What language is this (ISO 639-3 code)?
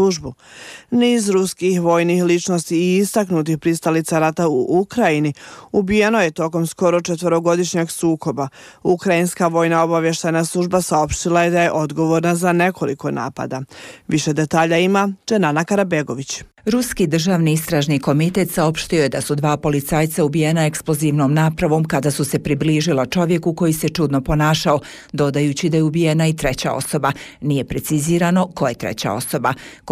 bos